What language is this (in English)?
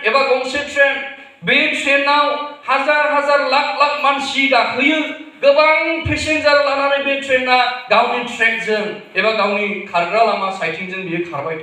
Bodo